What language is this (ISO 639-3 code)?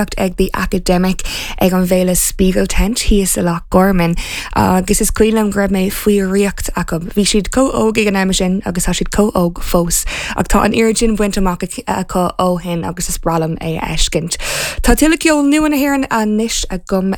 gle